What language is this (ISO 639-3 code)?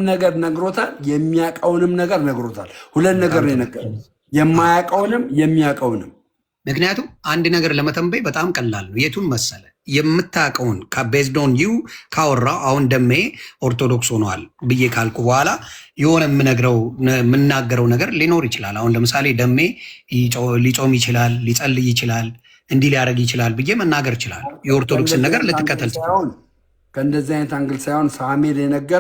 amh